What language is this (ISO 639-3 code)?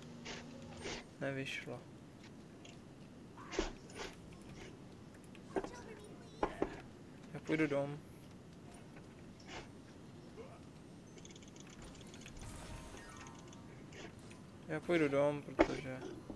ces